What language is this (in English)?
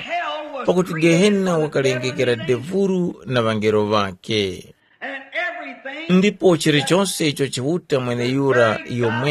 Tumbuka